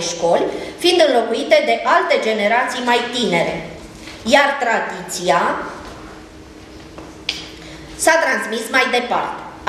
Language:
Romanian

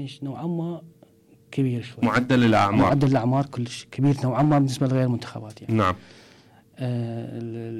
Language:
Mesopotamian Arabic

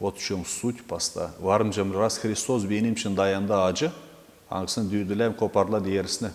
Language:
Gagauz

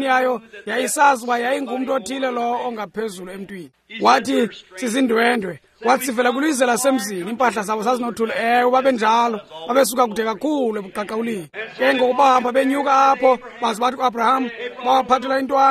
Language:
Xhosa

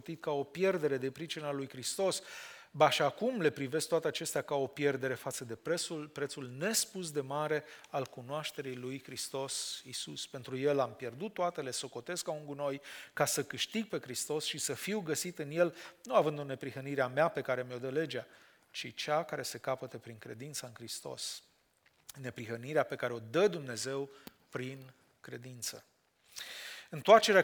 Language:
Romanian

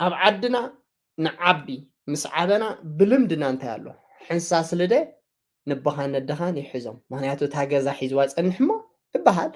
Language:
Tigrinya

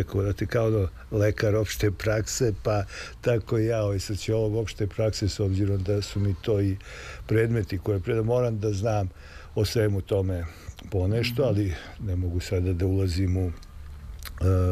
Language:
Serbian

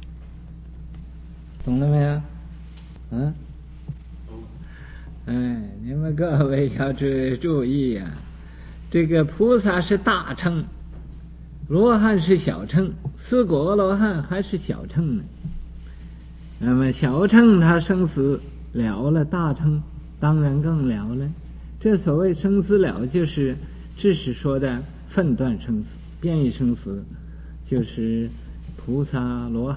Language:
Chinese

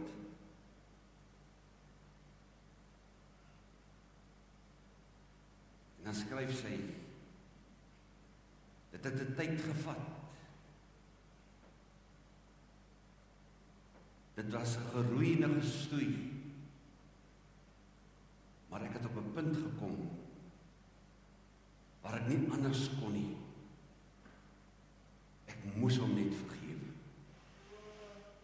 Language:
Afrikaans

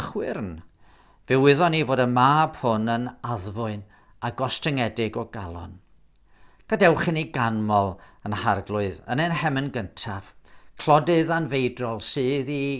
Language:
Welsh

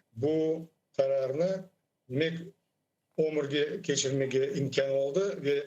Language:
Crimean Tatar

